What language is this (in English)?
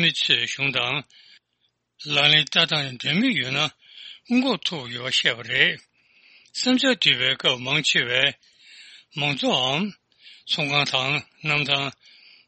Tibetan